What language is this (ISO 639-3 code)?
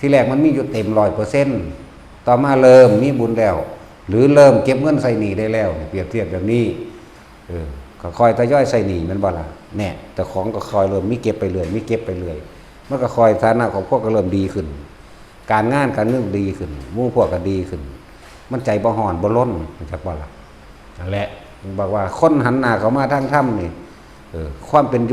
tts